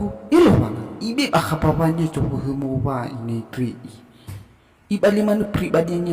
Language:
Nias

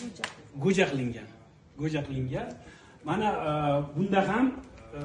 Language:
Uzbek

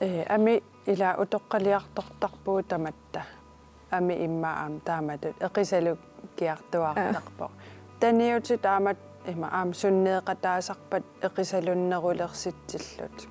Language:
Kalaallisut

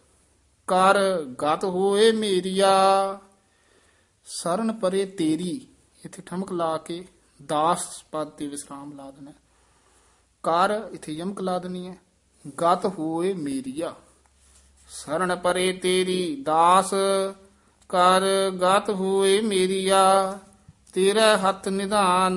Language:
Punjabi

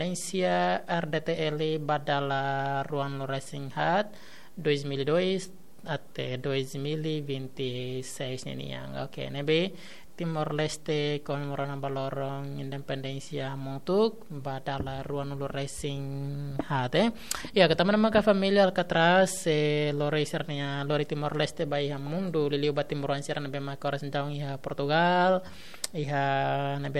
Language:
Tetum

